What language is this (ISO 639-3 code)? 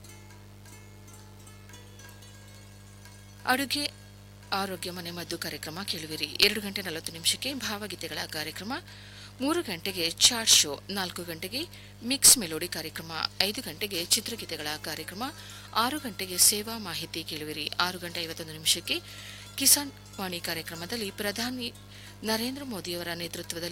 kan